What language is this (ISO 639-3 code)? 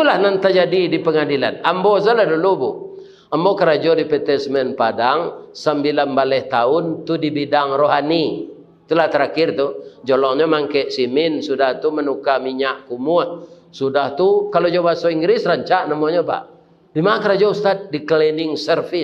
min